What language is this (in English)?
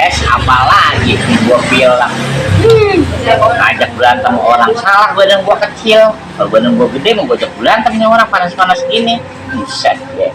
Betawi